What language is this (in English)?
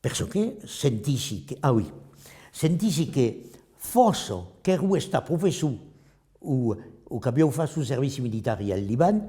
Occitan